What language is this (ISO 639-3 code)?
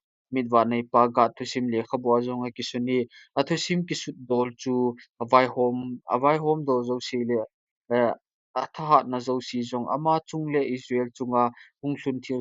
tcz